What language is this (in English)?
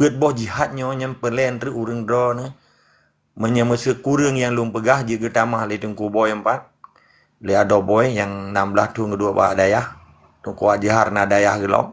Achinese